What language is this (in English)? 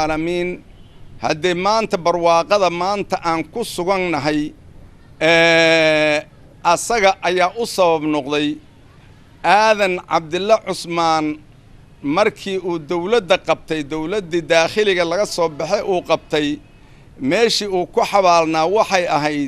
Somali